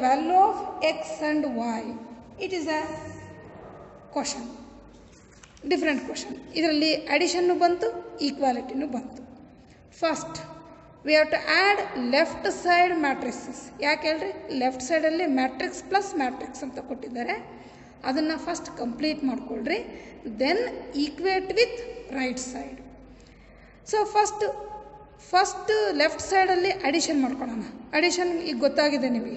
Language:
Kannada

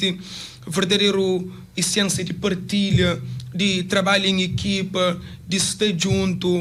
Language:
Kabuverdianu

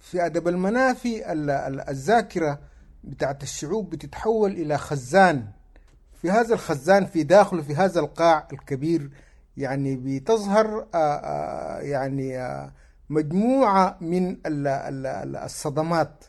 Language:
Sudanese Arabic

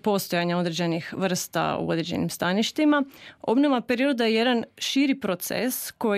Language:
Croatian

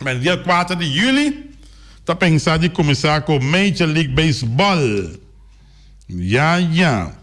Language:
Papiamento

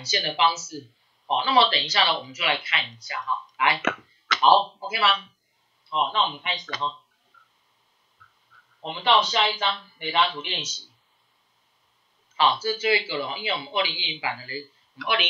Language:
Chinese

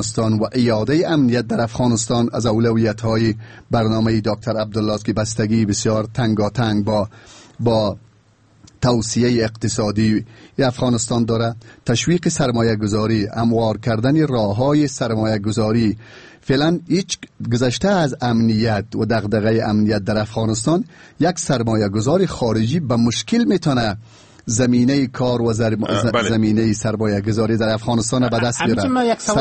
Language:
Persian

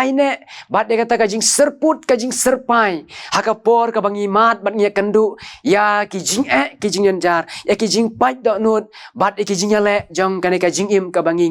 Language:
Khasi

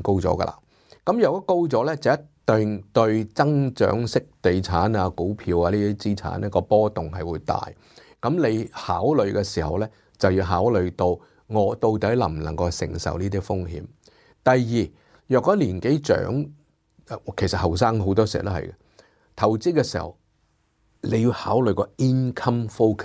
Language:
Cantonese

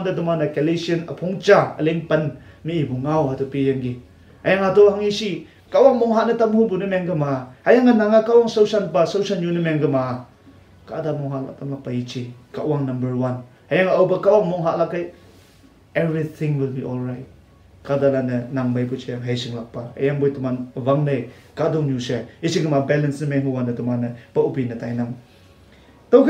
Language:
Konyak Naga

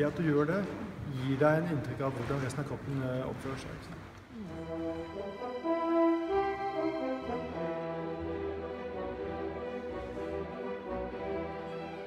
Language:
Norwegian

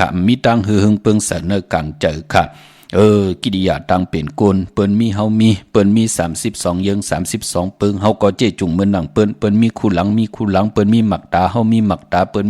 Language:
Shan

